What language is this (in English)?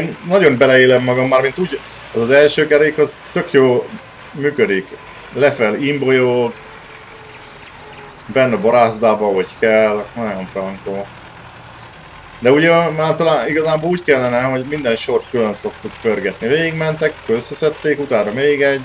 Hungarian